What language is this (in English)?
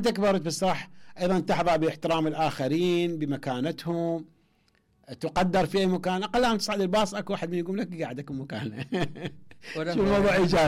Mesopotamian Arabic